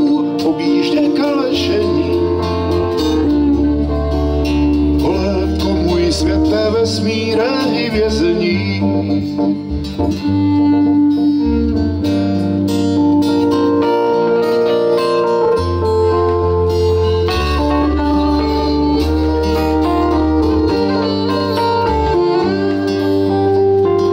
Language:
Czech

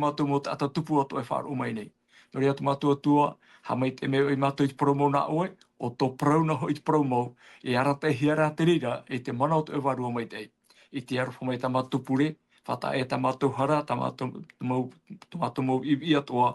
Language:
Tahitian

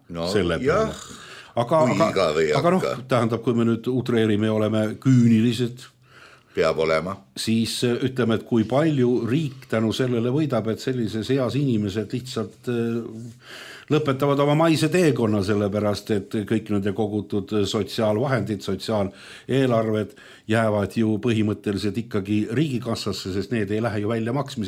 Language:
Estonian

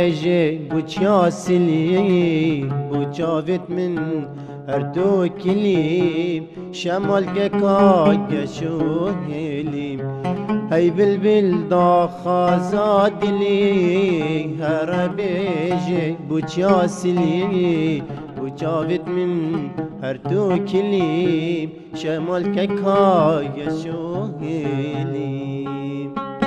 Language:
Kurdish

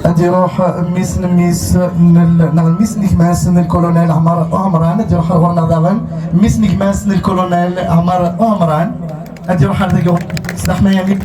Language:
Kabyle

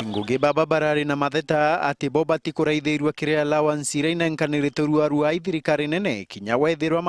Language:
Meru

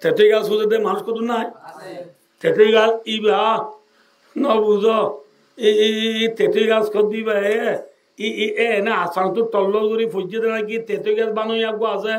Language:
Rohingya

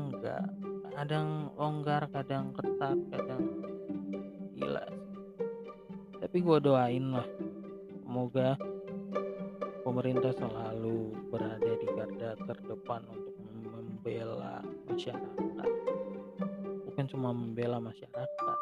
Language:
Indonesian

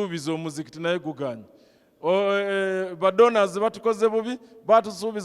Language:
Ganda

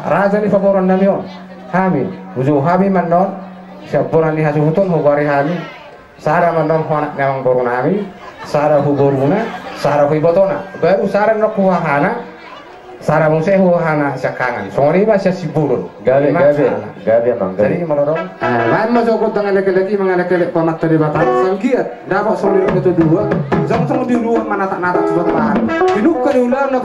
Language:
Batak Toba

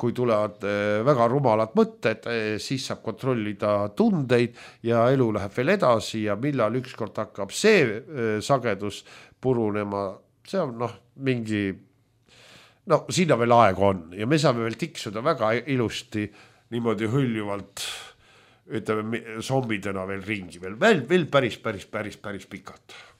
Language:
Estonian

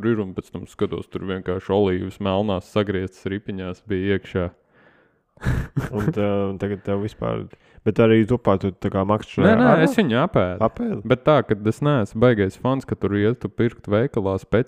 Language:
Latvian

